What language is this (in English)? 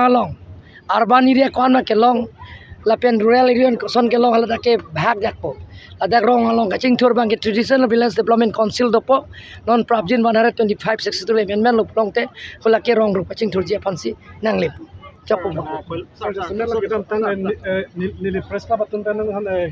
Karbi